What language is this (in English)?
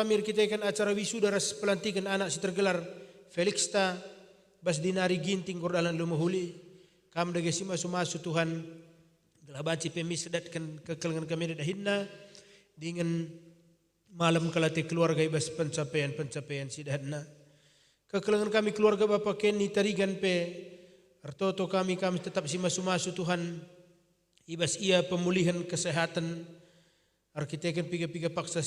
Batak Karo